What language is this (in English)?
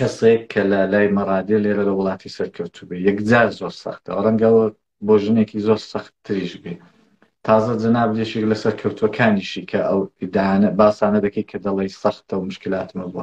Central Kurdish